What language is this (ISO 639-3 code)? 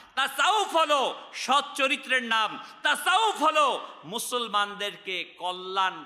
ben